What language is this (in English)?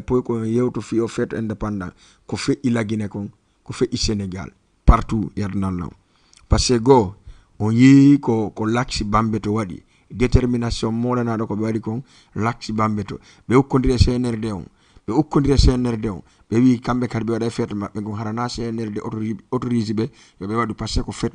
Fula